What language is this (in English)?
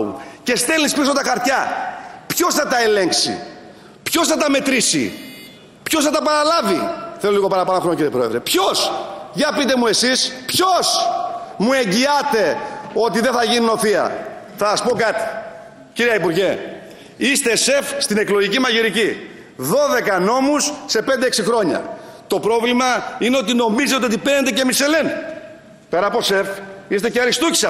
Greek